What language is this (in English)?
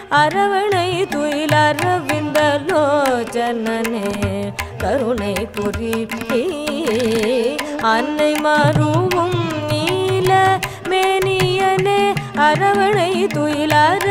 Tamil